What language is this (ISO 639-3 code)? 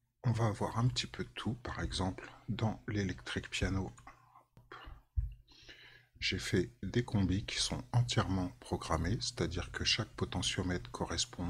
fra